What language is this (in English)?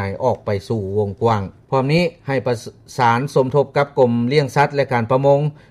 Lao